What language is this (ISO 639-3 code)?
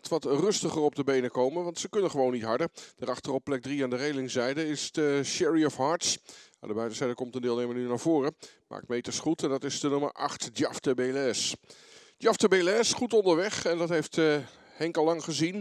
nld